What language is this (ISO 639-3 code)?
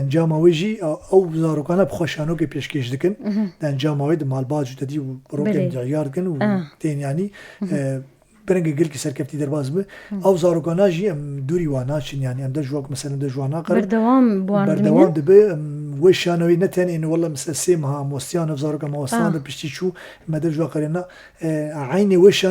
kur